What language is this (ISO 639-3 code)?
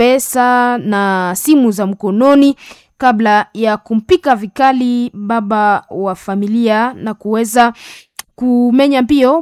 swa